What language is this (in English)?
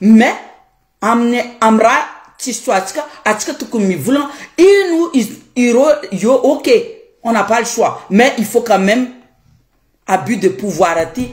Malagasy